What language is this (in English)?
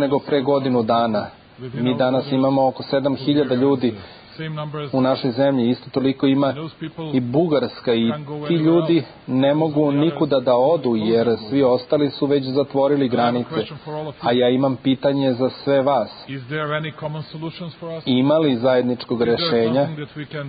Serbian